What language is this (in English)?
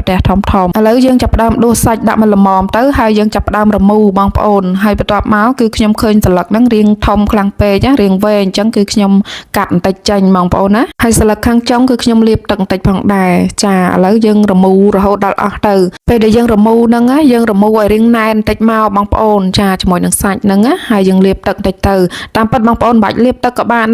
Khmer